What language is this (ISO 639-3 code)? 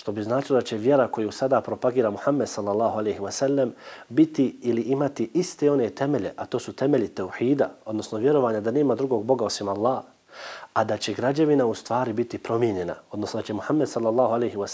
bos